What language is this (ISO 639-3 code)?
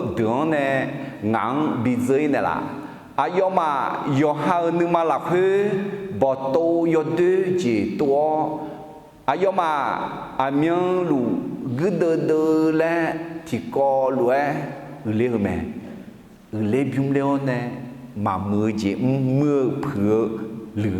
ahk